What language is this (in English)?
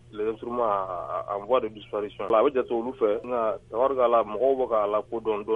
Bambara